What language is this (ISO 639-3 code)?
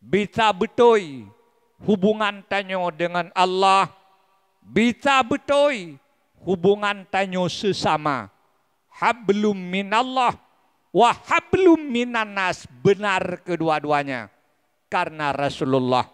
ace